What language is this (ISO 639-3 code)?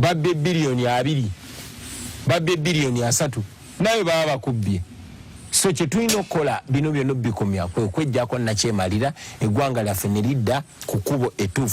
lug